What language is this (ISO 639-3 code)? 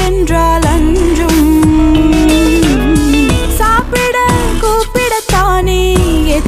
tam